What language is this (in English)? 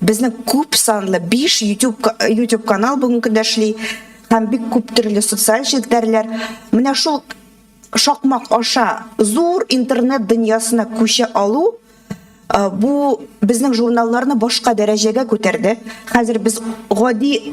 Tatar